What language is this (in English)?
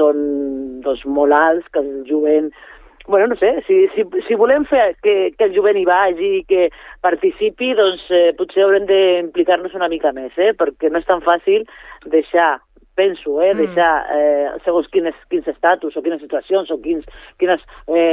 Catalan